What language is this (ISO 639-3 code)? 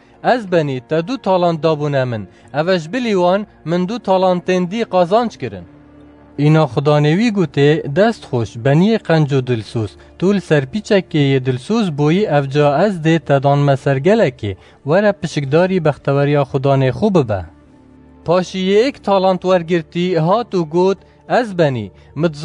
kur